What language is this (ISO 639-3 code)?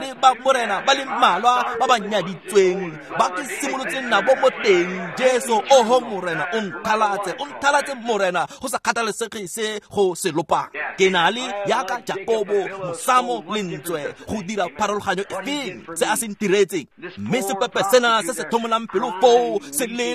tsn